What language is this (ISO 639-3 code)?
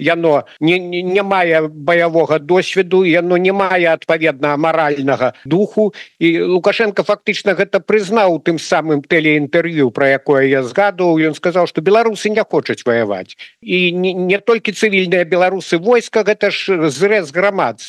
bel